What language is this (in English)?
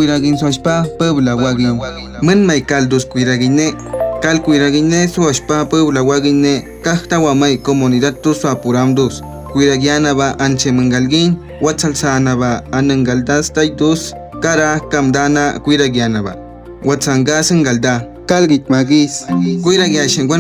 Awa-Cuaiquer